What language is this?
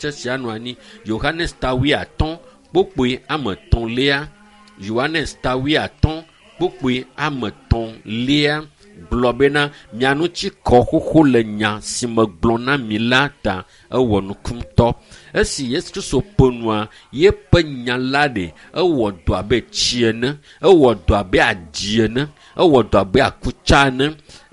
Ewe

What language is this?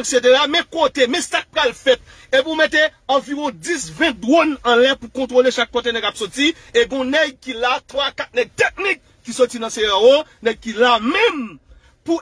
Haitian Creole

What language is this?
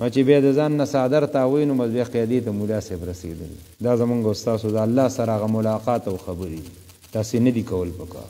Pashto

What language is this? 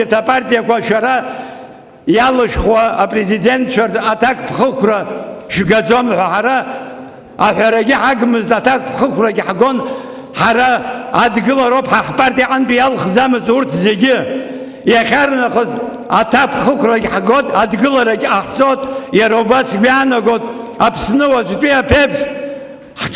Abkhazian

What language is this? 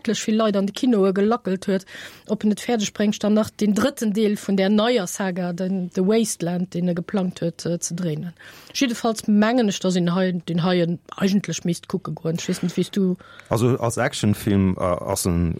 Luxembourgish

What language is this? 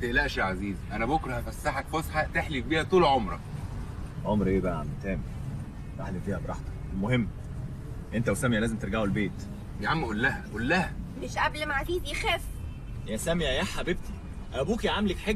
Egyptian Arabic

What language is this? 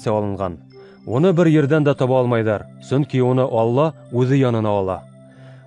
Bashkir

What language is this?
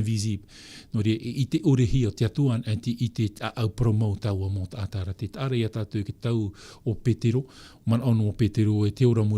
Tahitian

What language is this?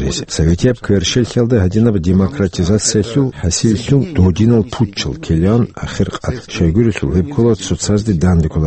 Avaric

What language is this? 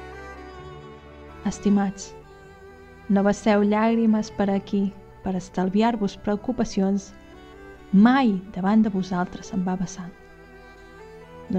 Catalan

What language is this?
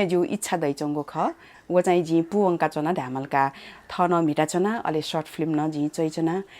Newari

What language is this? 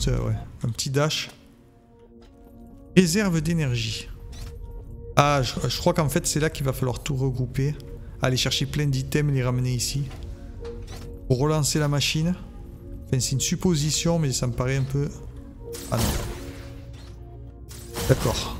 French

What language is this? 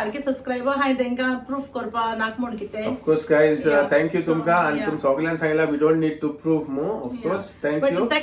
Konkani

